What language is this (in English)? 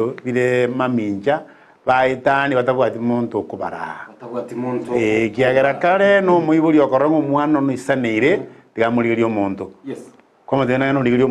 Gusii